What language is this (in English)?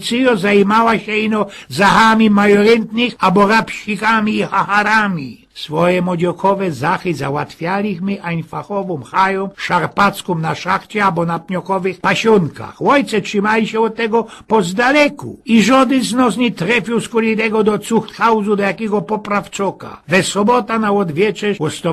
Silesian